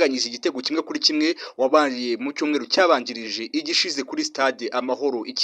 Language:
Kinyarwanda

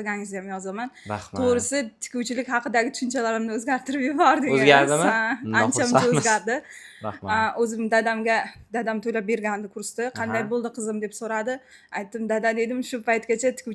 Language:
Uzbek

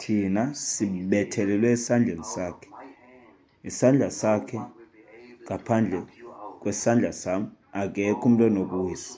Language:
Xhosa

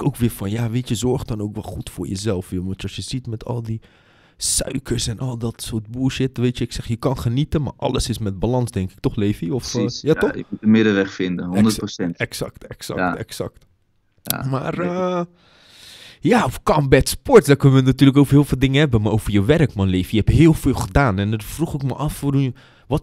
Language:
Dutch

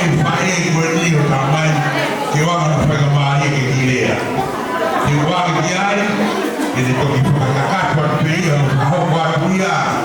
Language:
Tongan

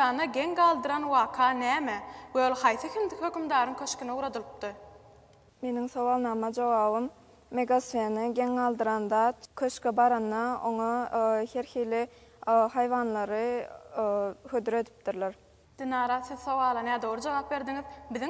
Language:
Turkmen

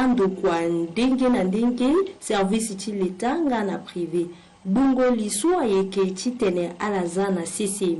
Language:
Sango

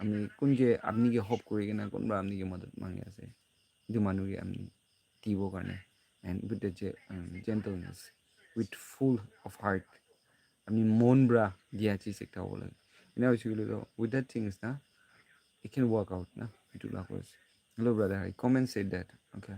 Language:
Naga Pidgin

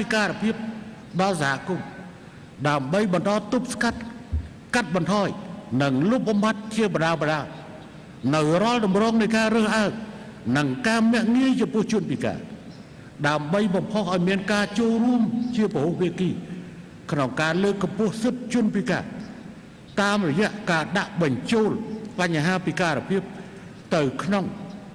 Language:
Khmer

